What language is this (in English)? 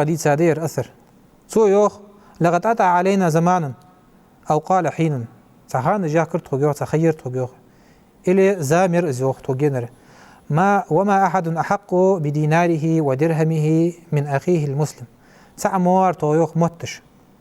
Ingush